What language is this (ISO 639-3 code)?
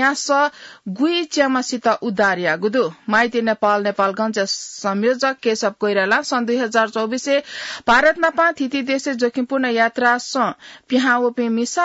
new